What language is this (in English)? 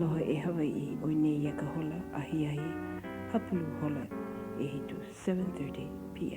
Hawaiian